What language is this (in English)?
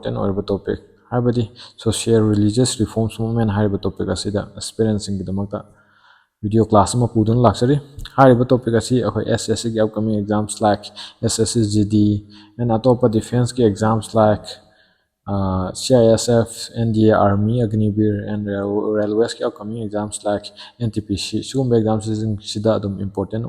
Manipuri